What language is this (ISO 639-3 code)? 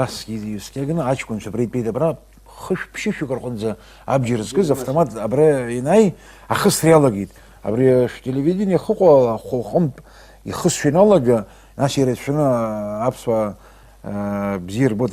abk